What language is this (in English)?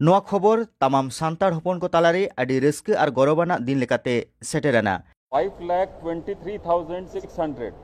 Santali